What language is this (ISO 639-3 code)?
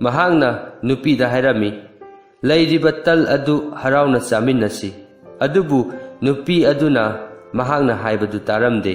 mni